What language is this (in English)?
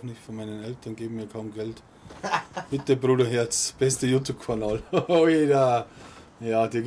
Bavarian